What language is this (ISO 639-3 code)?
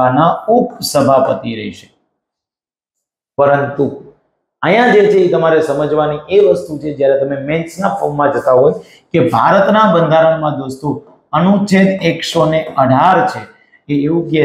guj